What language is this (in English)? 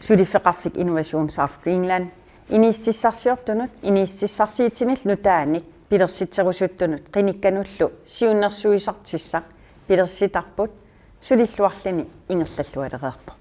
Kalaallisut